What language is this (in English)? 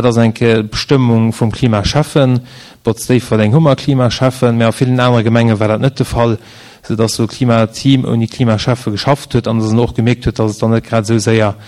Luxembourgish